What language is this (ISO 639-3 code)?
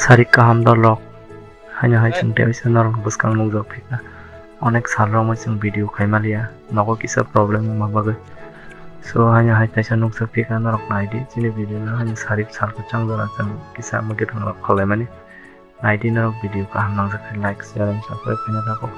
trp